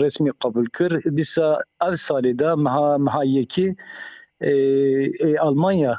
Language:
Kurdish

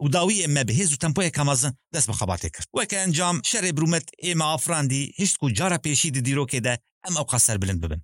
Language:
Kurdish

